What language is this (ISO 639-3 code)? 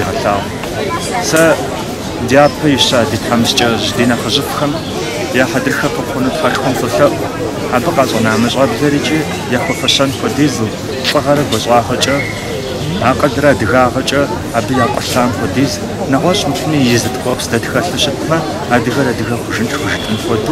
kbd